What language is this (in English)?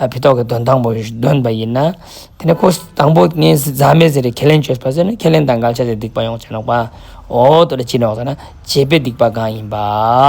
Ladakhi